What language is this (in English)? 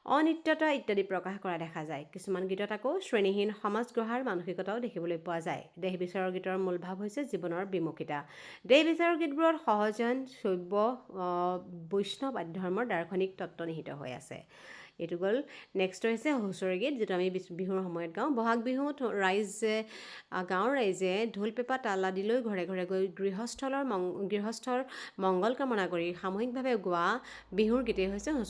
Assamese